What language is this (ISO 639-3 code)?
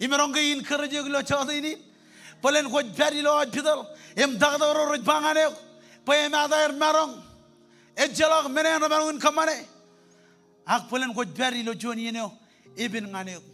mah